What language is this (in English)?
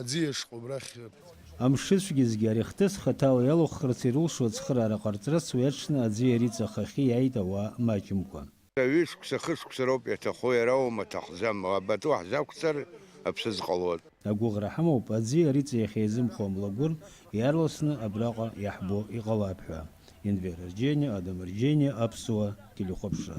Abkhazian